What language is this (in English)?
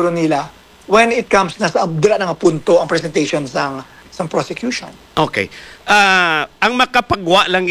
Hiligaynon